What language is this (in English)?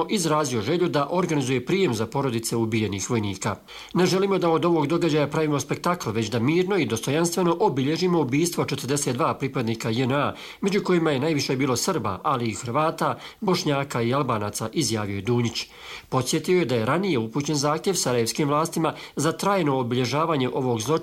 Croatian